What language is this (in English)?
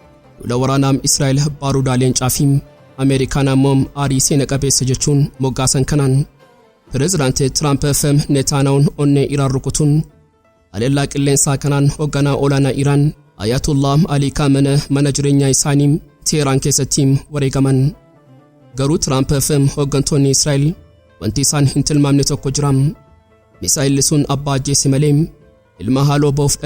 Oromo